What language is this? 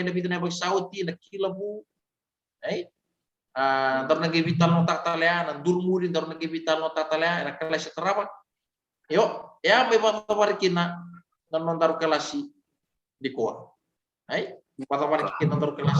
Fijian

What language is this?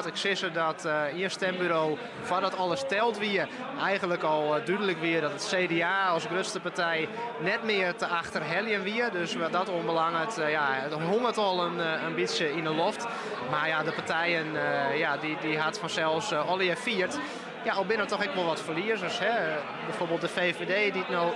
Western Frisian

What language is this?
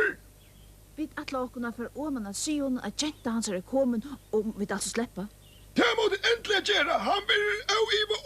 Faroese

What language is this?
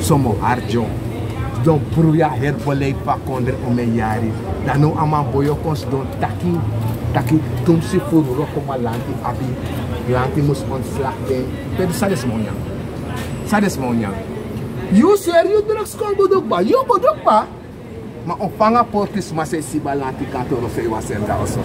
Sranan Tongo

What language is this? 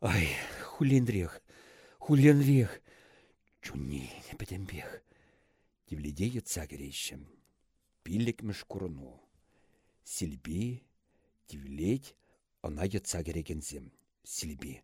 Chuvash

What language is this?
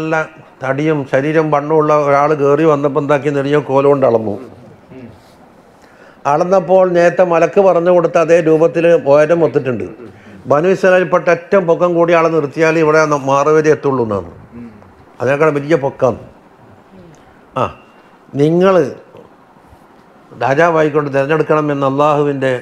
Malayalam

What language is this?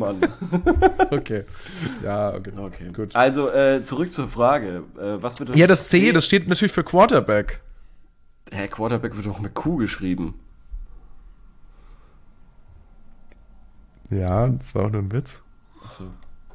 German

